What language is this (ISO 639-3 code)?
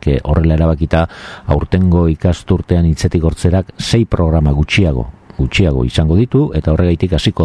eus